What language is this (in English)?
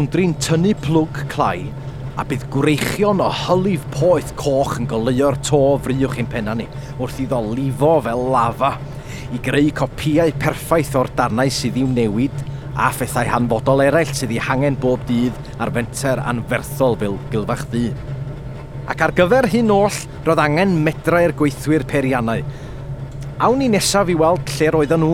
Welsh